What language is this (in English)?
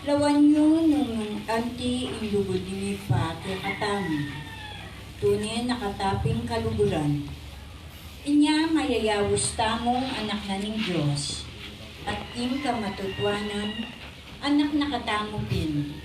Pampanga